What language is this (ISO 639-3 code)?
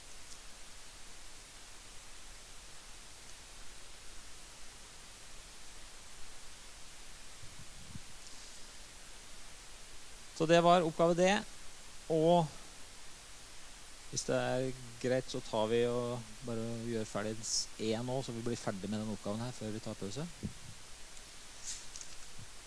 nor